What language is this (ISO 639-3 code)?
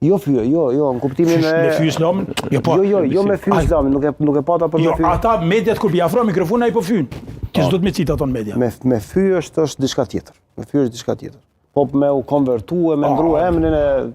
sqi